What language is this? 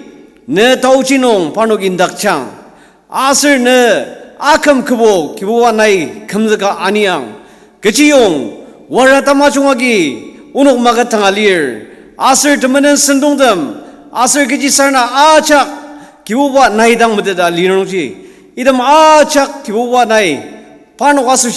Ao Naga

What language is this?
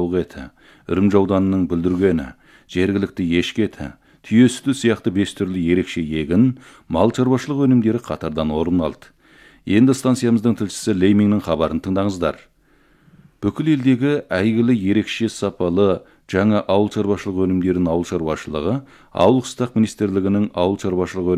Kazakh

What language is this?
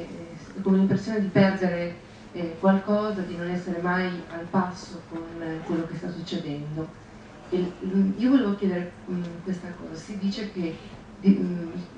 Italian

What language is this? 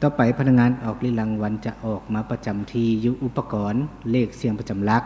Lao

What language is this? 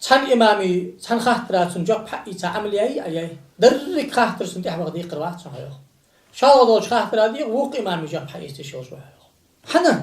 Ingush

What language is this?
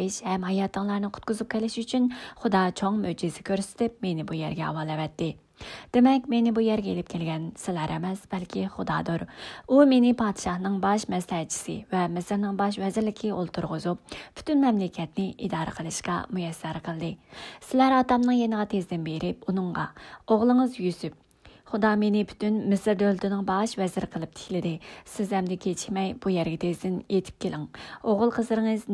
Uyghur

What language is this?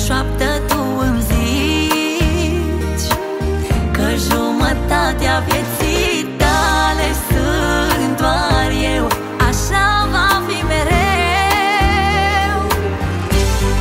Romanian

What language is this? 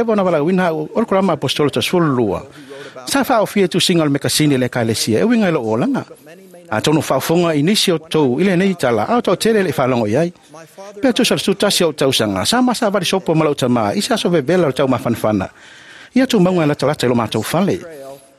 Samoan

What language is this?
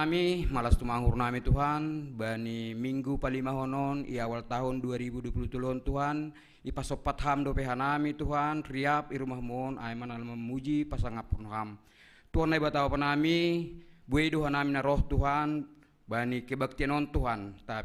Batak Simalungun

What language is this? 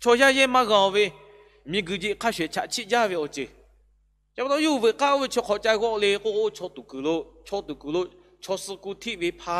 Lahu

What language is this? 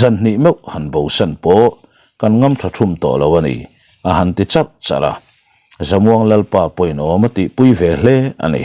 Mizo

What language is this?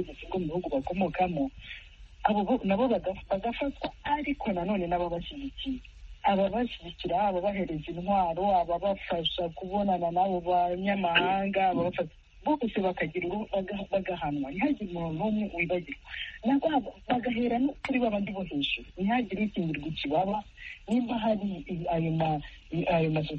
Kinyarwanda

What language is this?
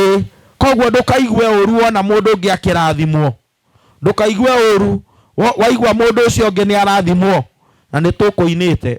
Kikuyu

